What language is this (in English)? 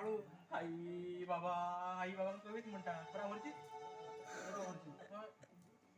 Konkani